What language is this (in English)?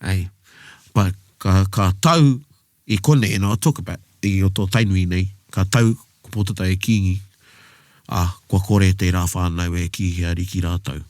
Māori